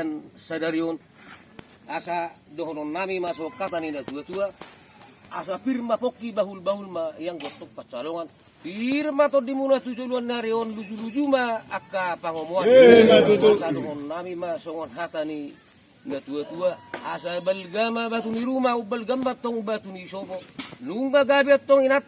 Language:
Batak Toba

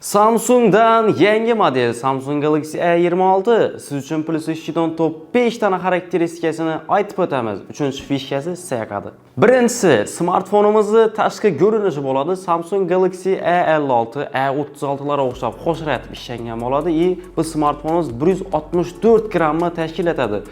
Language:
Uzbek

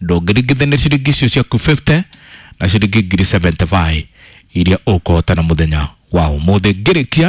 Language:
Kikuyu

